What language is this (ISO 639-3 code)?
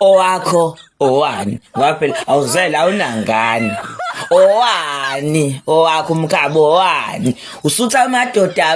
zul